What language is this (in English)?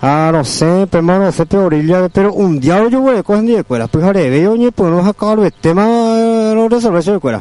Guarani